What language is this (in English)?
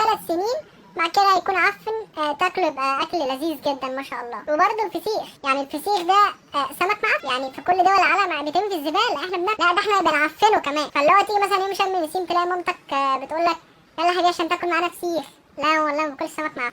Egyptian Arabic